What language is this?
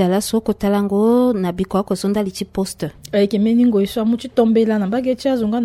Sango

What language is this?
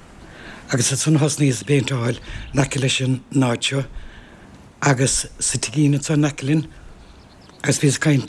Irish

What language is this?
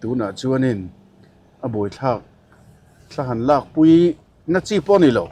Mizo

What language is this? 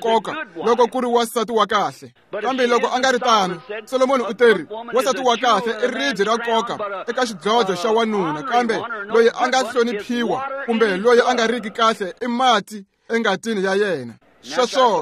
Tsonga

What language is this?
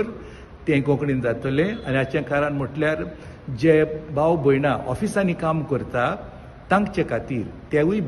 Konkani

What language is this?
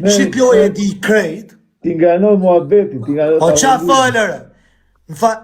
Albanian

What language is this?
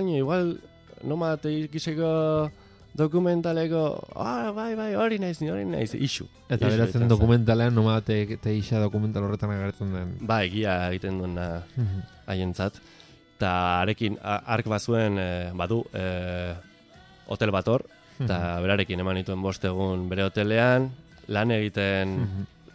Basque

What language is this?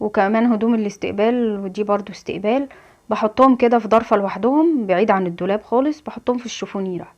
Egyptian Arabic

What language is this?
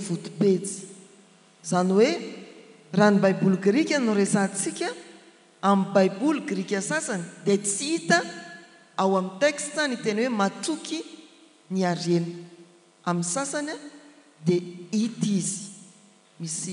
Malagasy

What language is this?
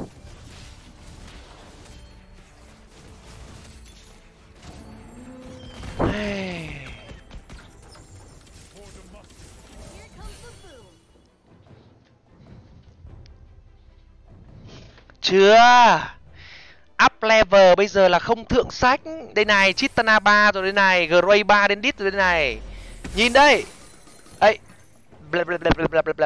Vietnamese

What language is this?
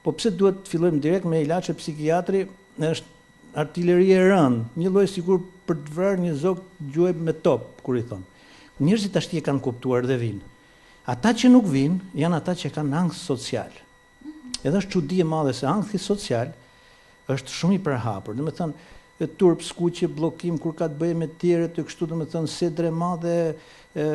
Albanian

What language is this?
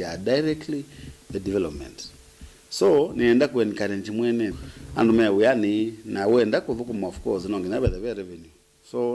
Kamba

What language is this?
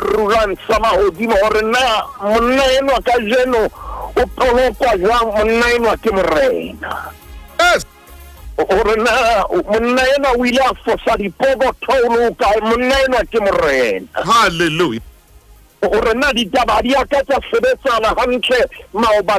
Southern Sotho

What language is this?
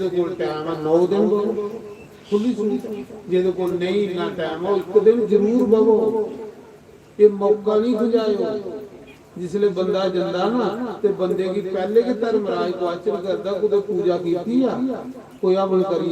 Dogri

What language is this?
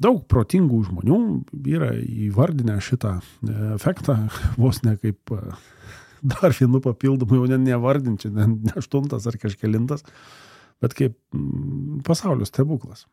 Lithuanian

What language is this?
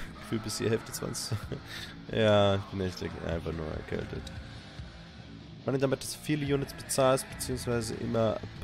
German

